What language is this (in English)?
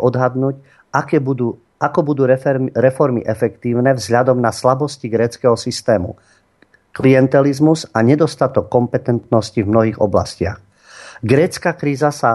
Slovak